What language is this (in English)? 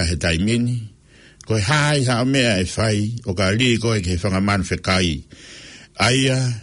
Tongan